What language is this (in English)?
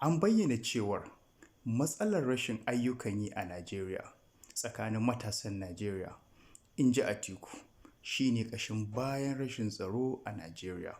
Hausa